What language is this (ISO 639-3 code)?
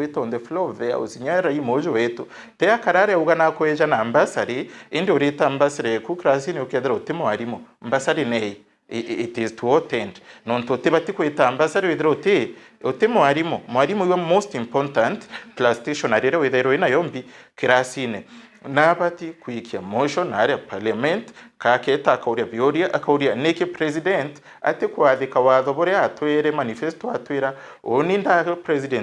mer